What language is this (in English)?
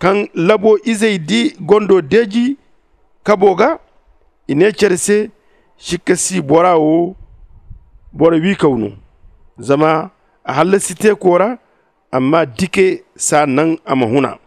Zarma